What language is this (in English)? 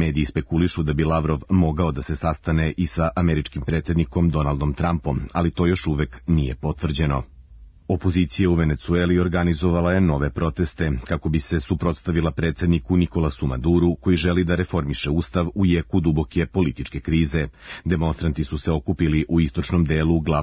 Serbian